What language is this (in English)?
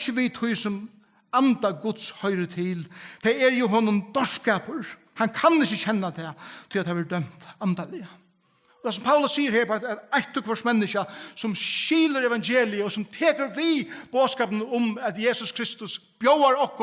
Faroese